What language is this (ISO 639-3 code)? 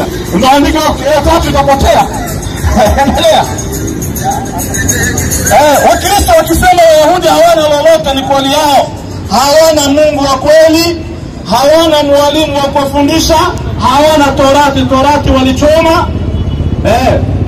swa